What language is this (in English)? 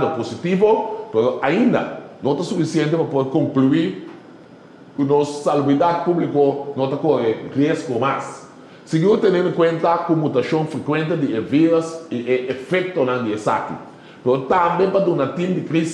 Papiamento